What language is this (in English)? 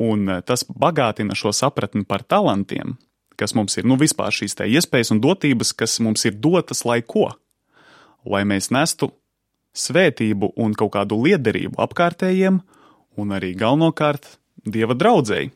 Latvian